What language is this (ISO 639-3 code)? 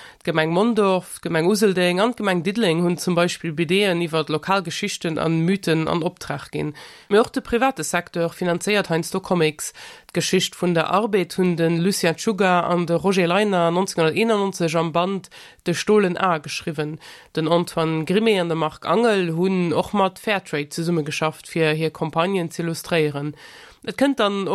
ltz